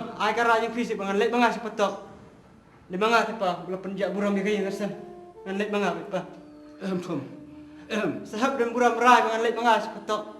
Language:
Khasi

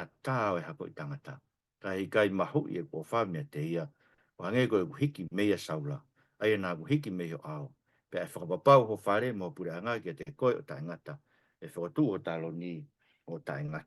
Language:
Tongan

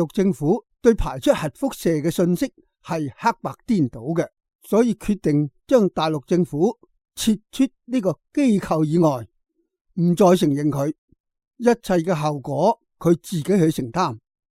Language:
Cantonese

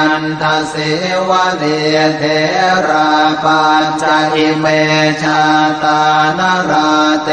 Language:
Pali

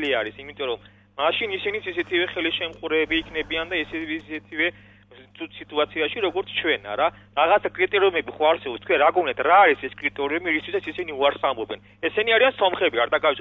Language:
Georgian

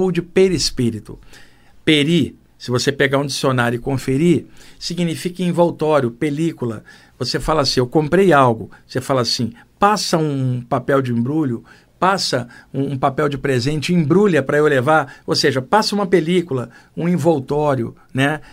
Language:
Portuguese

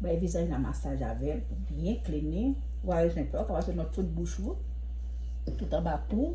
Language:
Haitian Creole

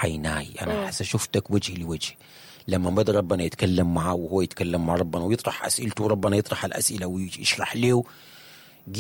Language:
Sudanese Arabic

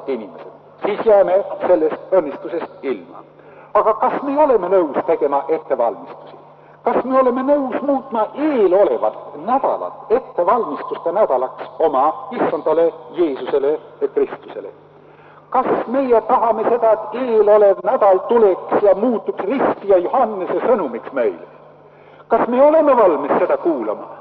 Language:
Estonian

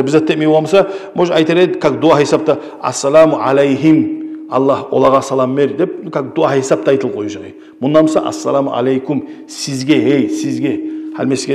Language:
Kumyk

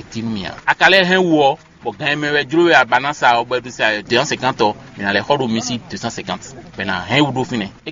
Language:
Fon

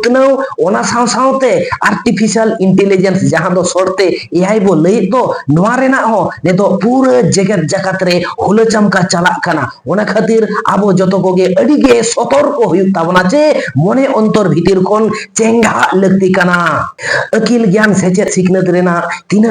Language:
Santali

